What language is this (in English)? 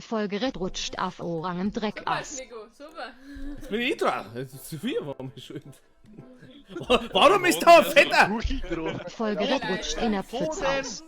Bavarian